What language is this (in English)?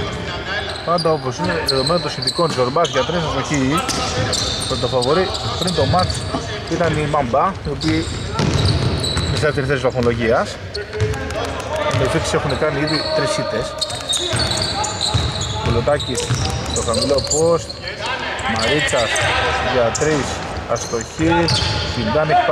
Greek